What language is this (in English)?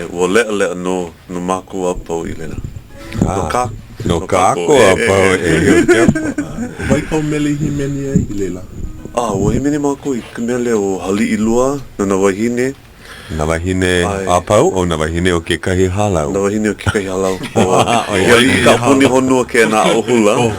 Hawaiian